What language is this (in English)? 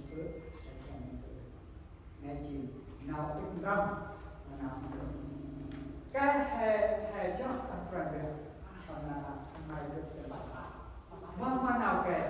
Central Mnong